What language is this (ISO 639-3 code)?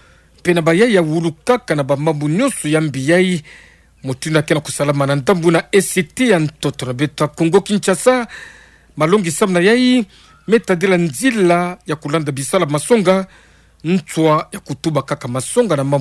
ktu